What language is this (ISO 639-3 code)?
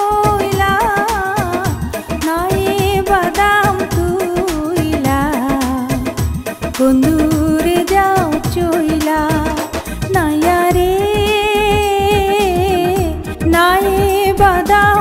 ben